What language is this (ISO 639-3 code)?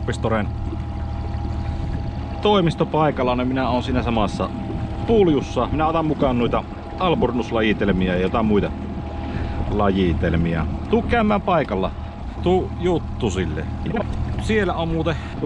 fin